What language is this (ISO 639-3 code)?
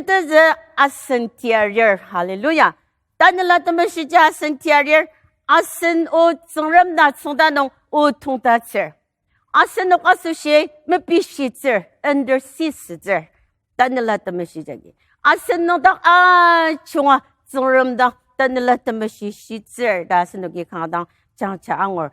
njo